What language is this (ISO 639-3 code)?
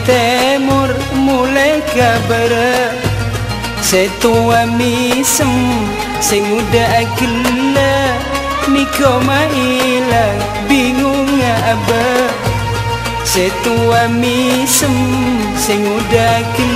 mad